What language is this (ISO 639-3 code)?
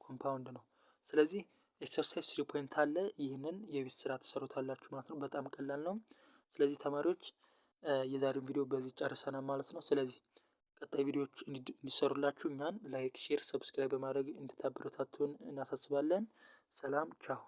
amh